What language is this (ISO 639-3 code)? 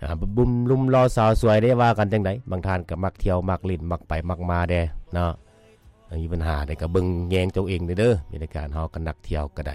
lao